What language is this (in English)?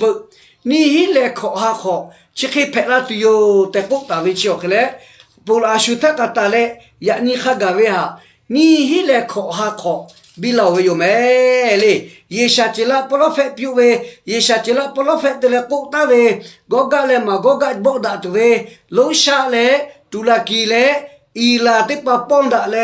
Lahu